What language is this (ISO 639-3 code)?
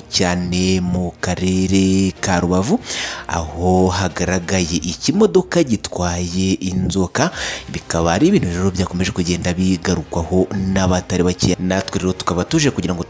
kin